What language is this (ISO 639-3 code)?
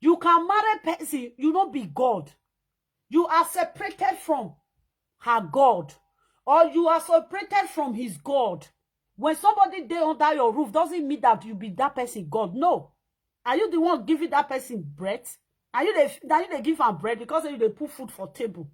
pcm